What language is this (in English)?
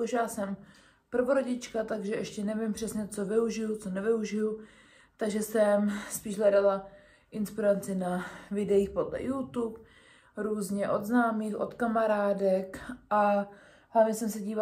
Czech